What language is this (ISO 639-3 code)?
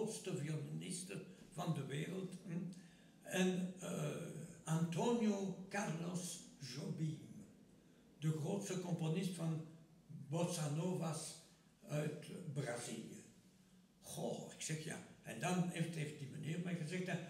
nld